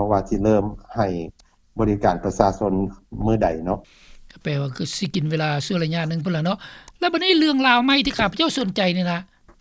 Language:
Lao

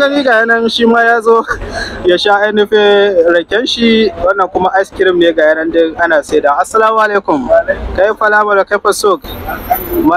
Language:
Hausa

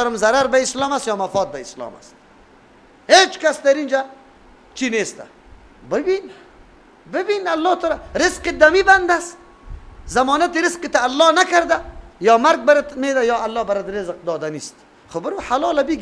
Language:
Persian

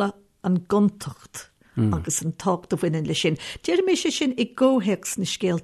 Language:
Irish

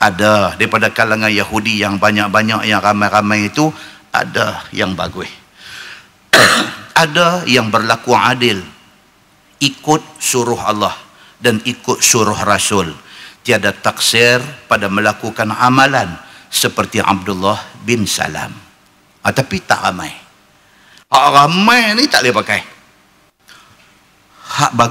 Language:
Malay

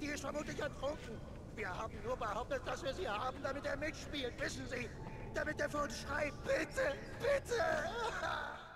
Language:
Bavarian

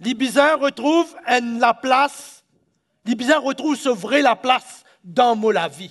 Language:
Morisyen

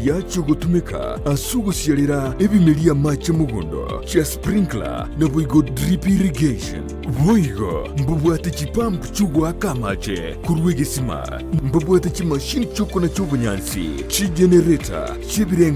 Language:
Gusii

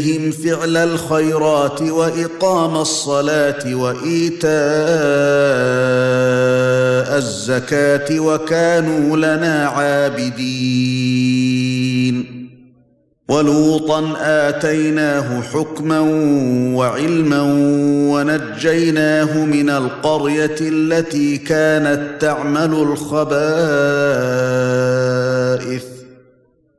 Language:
Arabic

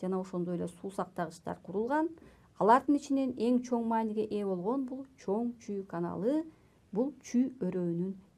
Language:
Kyrgyz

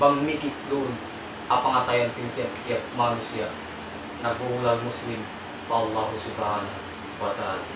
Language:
Tausug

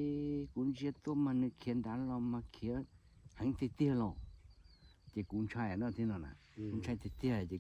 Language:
Hmong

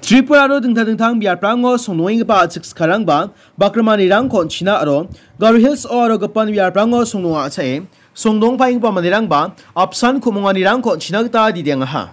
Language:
Garo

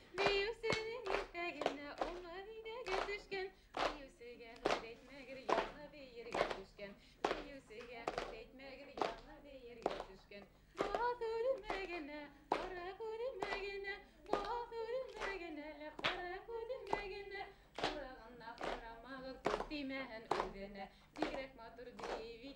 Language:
Bashkir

